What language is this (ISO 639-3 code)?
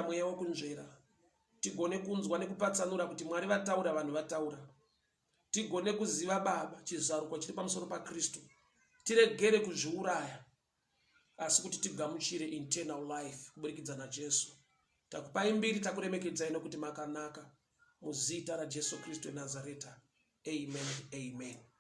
sna